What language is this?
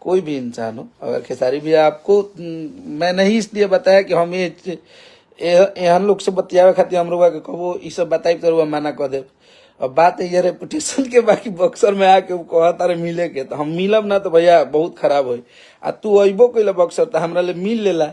Bhojpuri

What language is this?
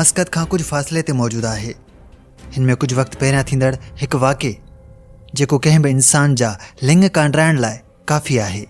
Sindhi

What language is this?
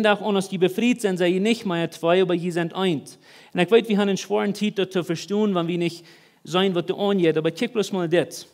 Plautdietsch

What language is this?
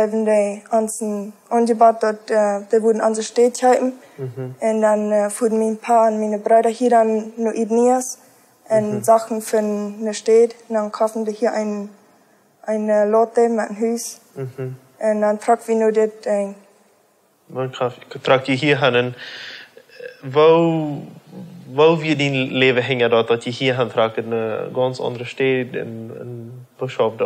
Plautdietsch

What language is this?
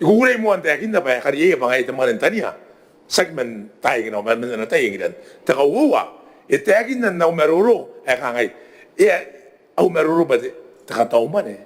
Gilbertese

